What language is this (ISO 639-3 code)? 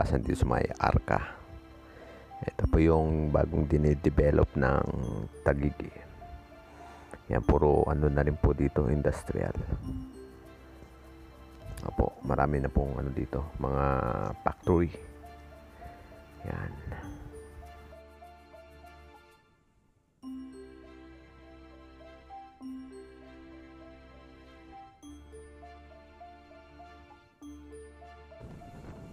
fil